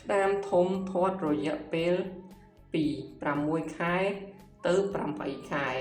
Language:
Khmer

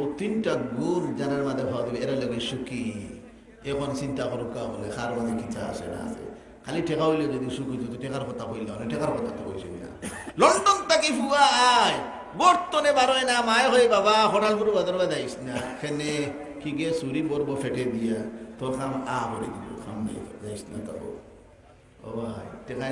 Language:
Sylheti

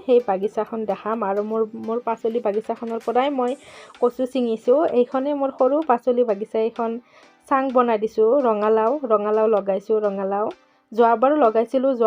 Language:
Assamese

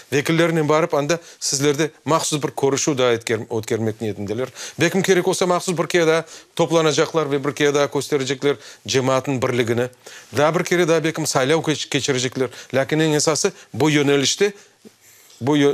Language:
Crimean Tatar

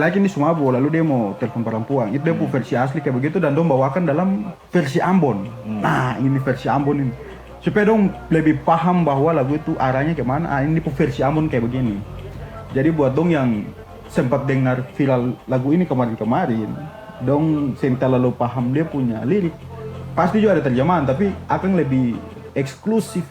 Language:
Ambonese Malay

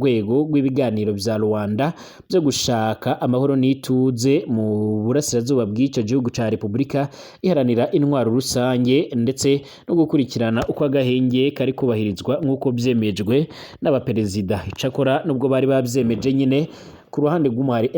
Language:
Rundi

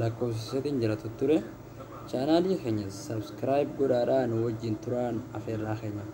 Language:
Oromo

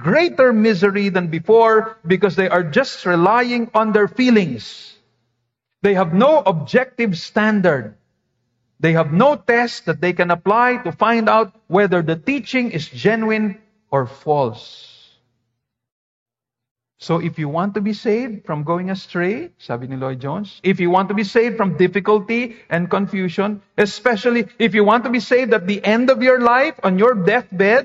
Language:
Filipino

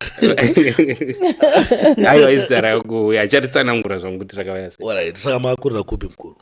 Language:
Shona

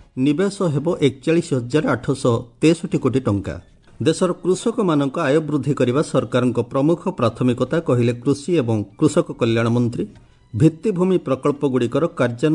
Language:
Odia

